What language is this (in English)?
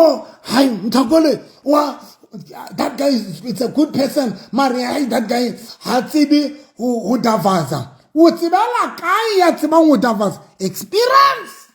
Southern Sotho